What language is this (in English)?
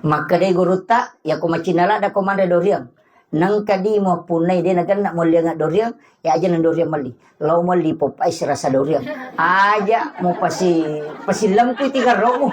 Buginese